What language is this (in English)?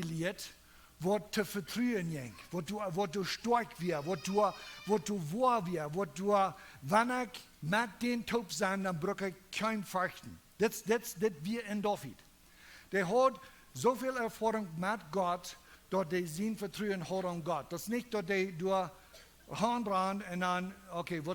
Plautdietsch